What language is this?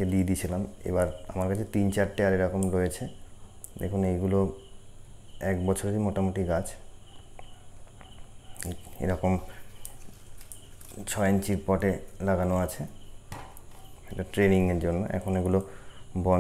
Bangla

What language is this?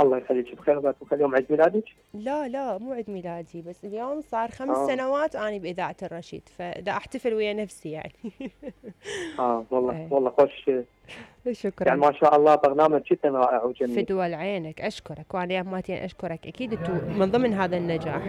Mesopotamian Arabic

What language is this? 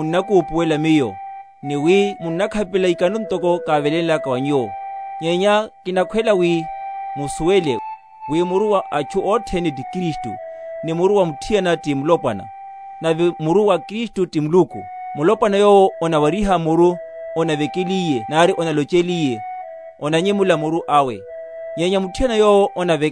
Makhuwa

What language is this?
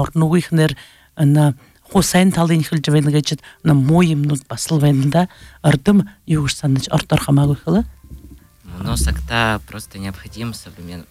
Buriat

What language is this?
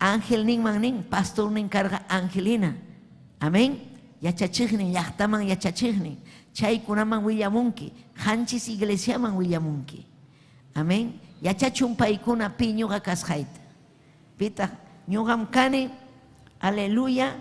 Ayacucho Quechua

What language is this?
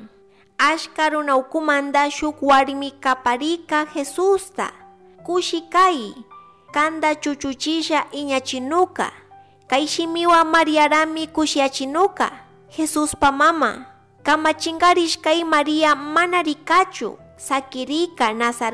Chimborazo Highland Quichua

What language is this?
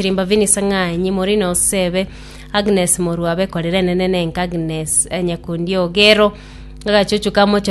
Gusii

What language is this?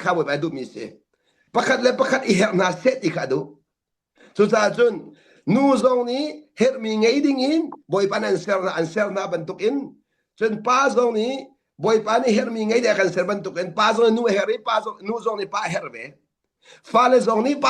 Hakha Chin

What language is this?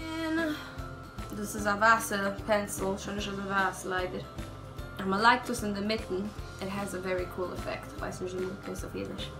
Yiddish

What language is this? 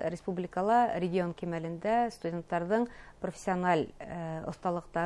Bashkir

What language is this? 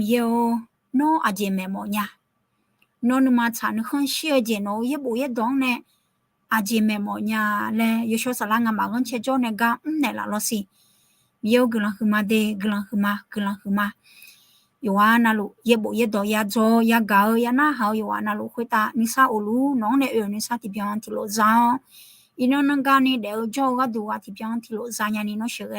Akha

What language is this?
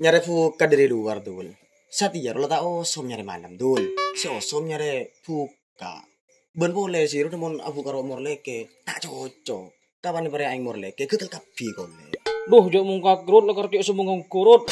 Madurese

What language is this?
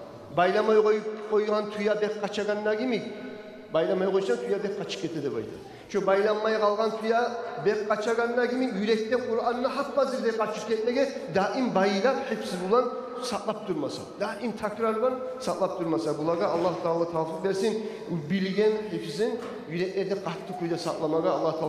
Kumyk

